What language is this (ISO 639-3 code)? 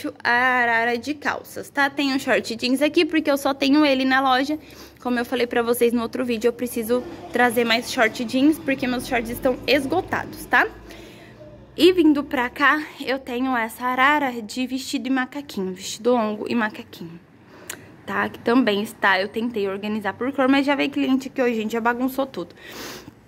por